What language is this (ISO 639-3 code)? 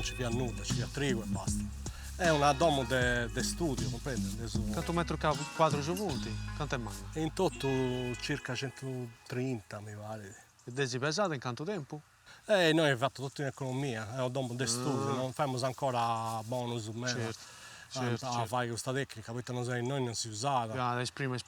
srd